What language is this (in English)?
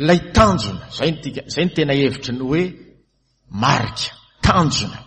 Malagasy